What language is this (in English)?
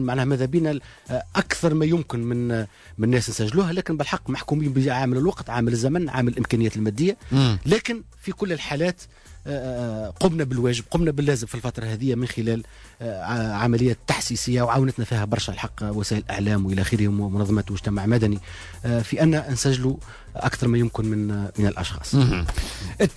Tunisian Arabic